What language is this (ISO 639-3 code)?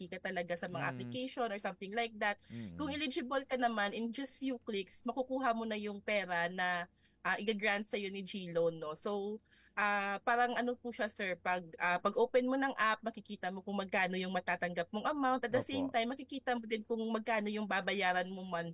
fil